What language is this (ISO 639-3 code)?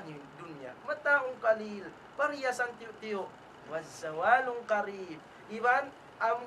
tsg